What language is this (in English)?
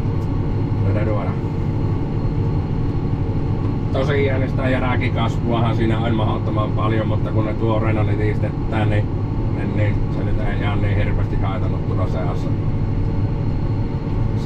Finnish